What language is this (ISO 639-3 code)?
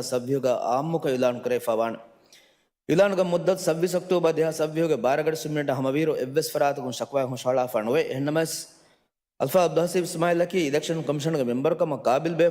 div